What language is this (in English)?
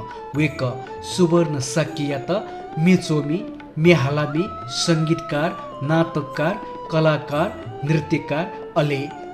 Newari